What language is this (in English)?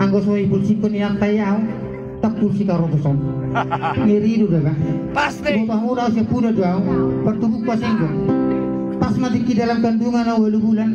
Batak Toba